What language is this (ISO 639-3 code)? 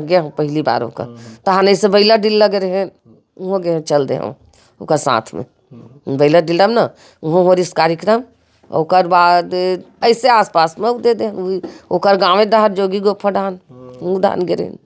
hne